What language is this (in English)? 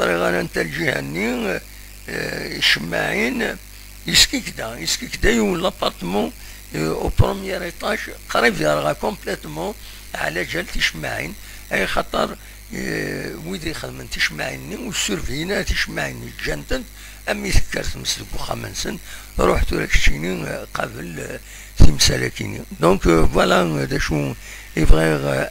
Kabyle